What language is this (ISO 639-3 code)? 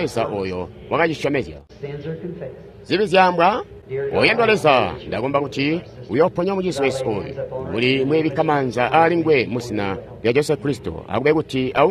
toi